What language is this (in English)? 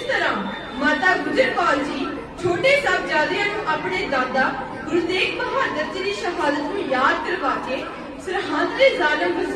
Punjabi